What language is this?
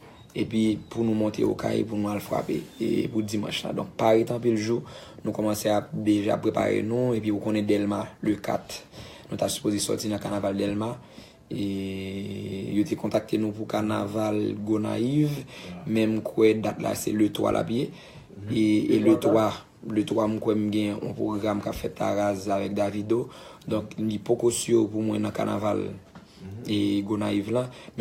Haitian Creole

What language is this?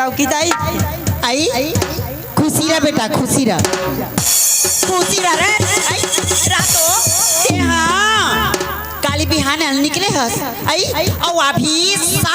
Chhattisgarhi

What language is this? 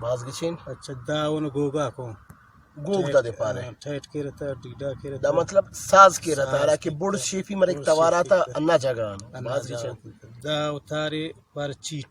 Brahui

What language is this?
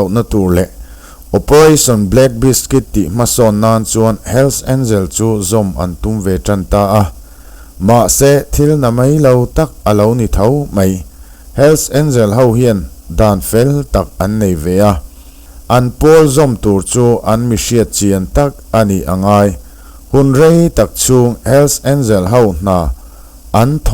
Mizo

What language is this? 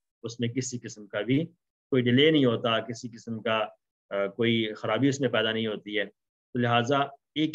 Urdu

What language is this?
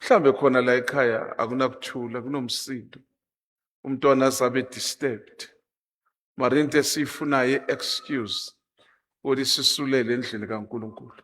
Zulu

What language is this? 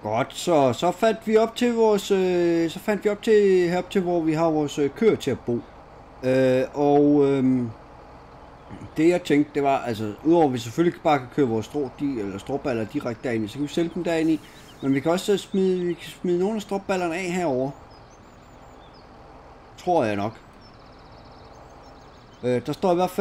Danish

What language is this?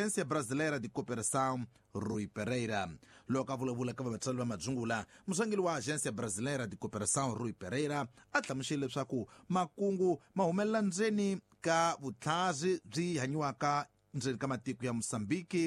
Tsonga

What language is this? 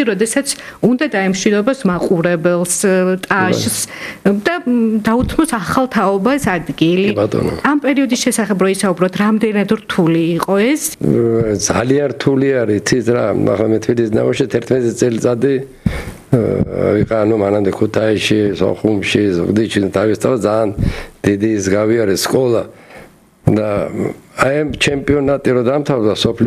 Georgian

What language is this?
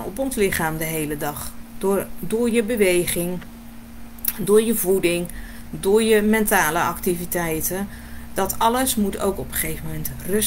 Dutch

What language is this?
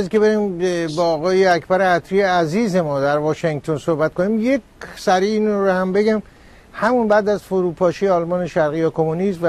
Persian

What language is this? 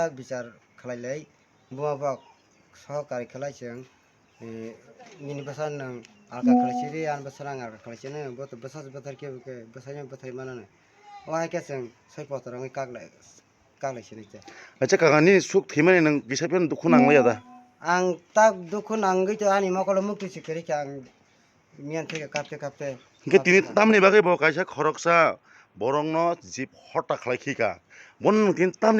Kok Borok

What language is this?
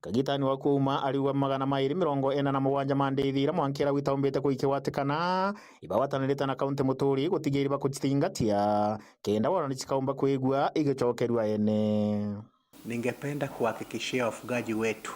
Meru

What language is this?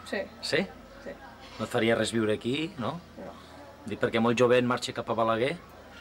Catalan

